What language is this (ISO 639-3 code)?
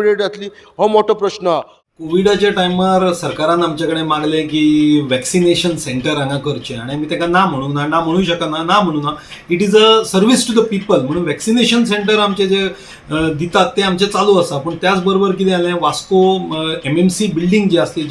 kok